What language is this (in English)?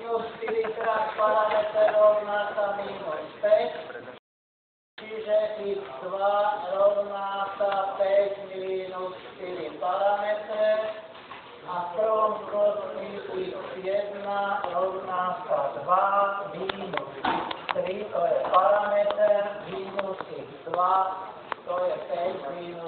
Slovak